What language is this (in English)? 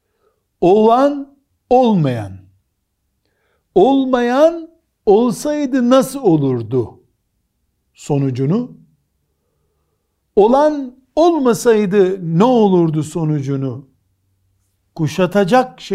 Turkish